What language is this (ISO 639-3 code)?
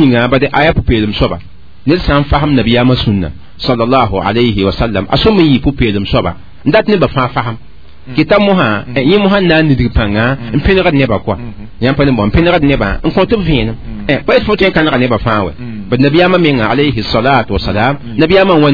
mos